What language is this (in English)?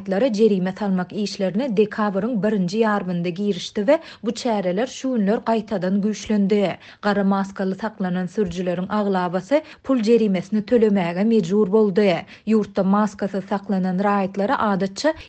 Turkmen